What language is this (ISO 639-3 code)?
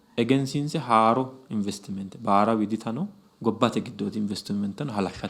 sid